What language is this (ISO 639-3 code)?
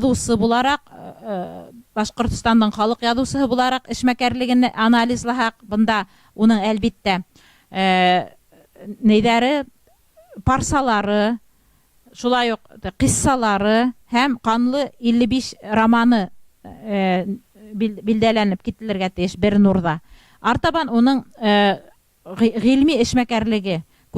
bak